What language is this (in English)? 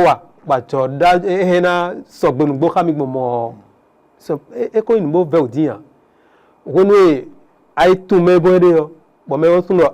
Fon